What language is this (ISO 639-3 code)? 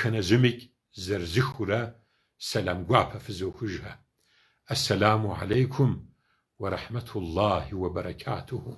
kbd